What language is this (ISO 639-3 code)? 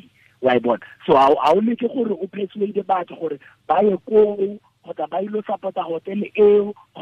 tsn